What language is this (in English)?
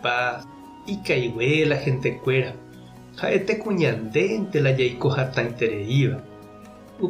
Guarani